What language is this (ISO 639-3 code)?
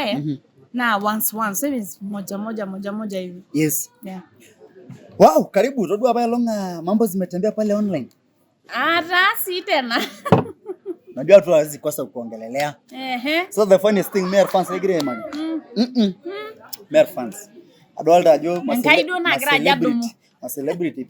mas